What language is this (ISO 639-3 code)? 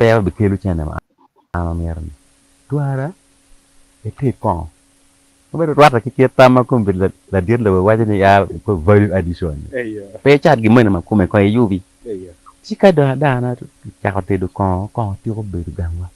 ach